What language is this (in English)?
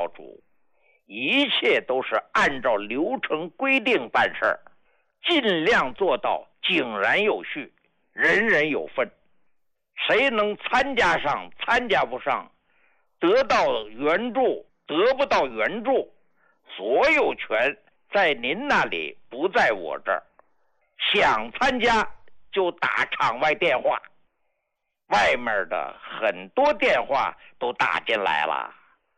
Chinese